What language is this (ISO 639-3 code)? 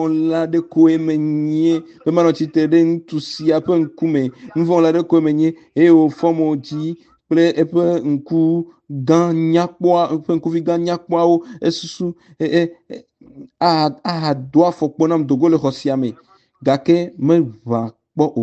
ewe